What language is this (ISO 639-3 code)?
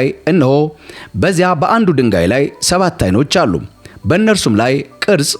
amh